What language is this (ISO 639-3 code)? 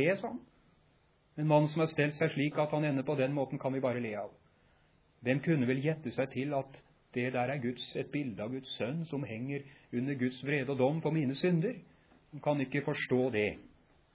nor